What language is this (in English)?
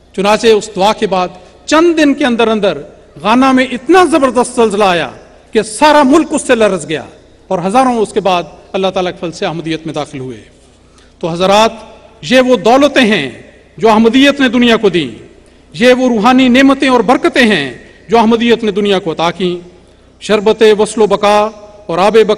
Urdu